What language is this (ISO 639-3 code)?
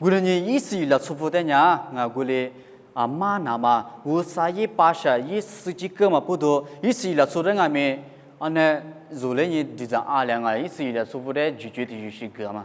lis